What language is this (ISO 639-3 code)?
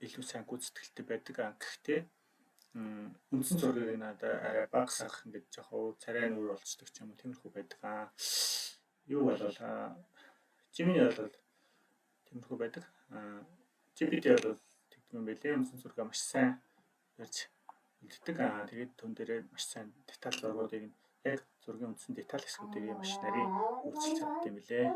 mon